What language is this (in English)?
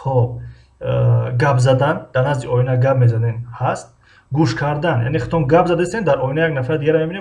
Tajik